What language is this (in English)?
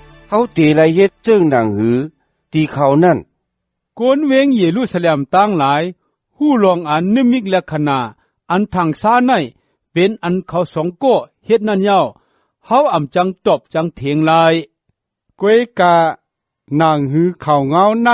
Shan